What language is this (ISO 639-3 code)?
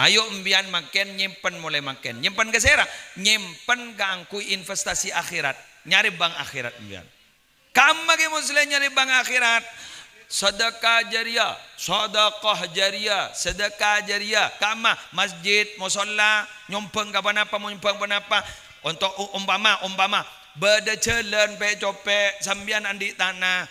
mad